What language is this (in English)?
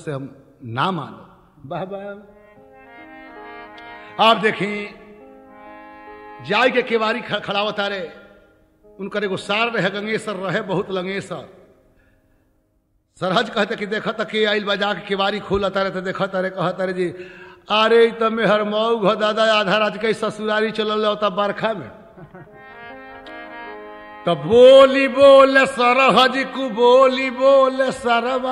Bhojpuri